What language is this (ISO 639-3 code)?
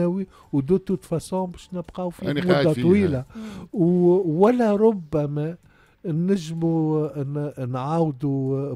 aeb